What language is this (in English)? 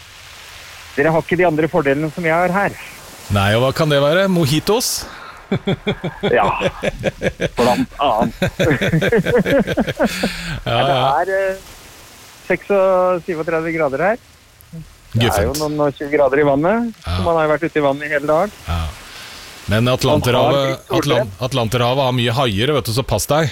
Norwegian